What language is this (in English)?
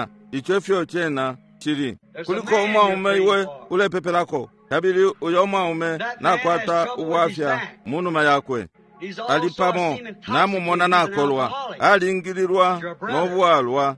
Bemba